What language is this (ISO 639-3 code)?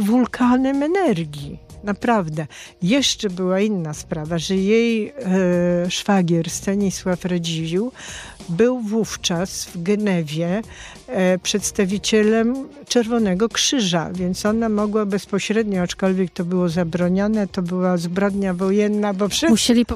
pol